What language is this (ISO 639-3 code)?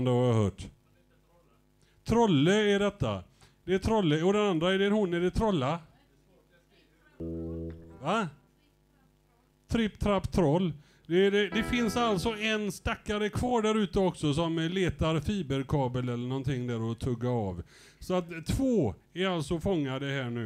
swe